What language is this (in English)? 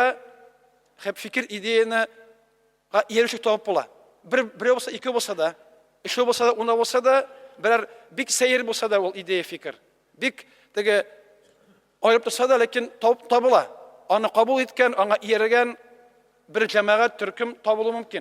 Tatar